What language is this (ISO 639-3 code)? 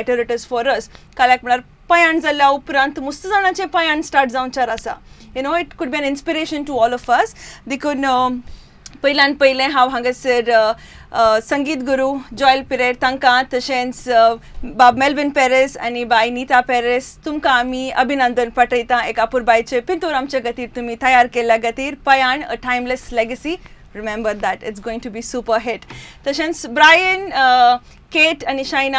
kok